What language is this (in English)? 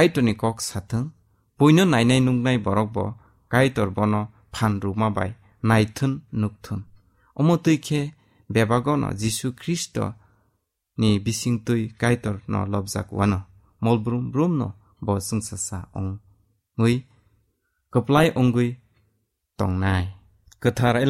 Kok Borok